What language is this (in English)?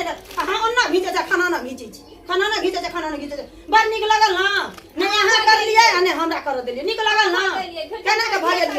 Maithili